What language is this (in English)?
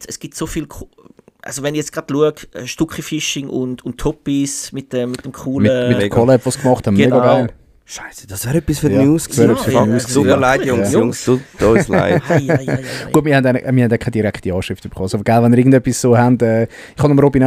Swiss German